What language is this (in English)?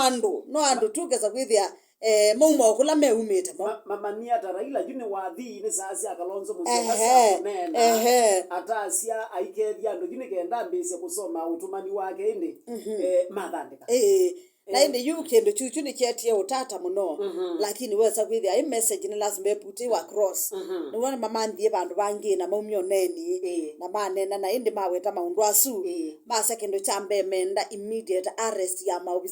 Kamba